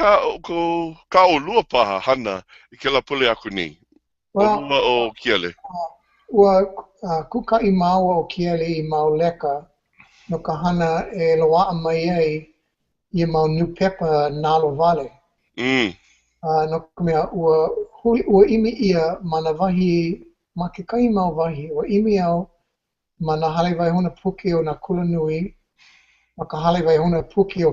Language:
Hawaiian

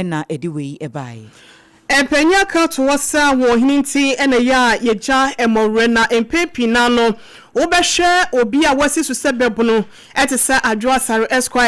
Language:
Akan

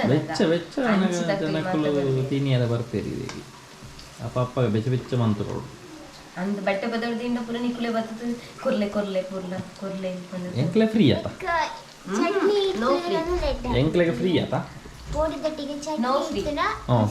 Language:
Tulu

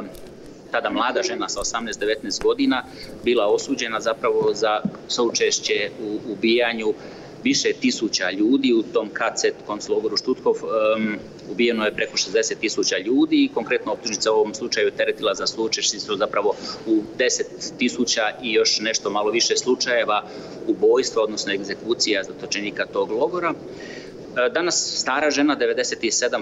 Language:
Croatian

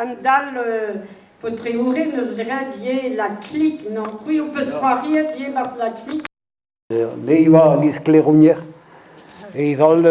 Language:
Breton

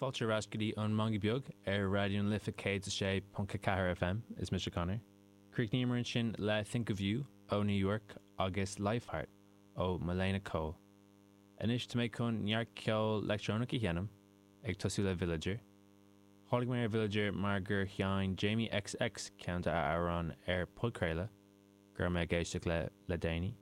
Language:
Irish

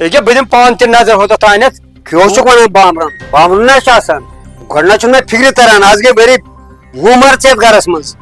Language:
Kashmiri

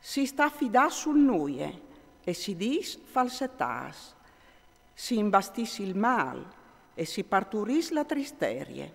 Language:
Friulian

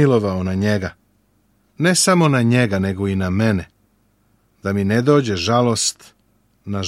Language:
Serbian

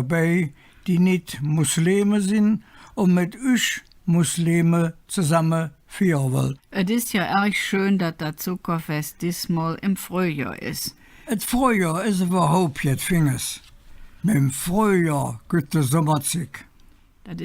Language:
Colognian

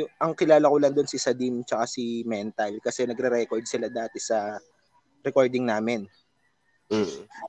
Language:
Filipino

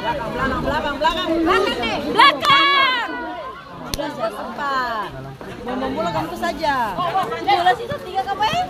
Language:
Ambonese Malay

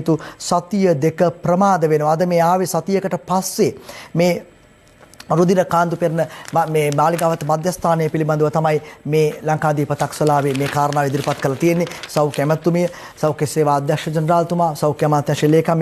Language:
Sinhala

